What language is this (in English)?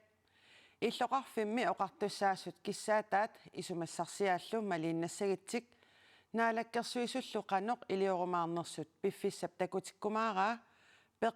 Kalaallisut